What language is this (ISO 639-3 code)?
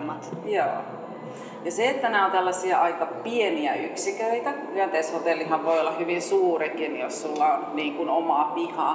fin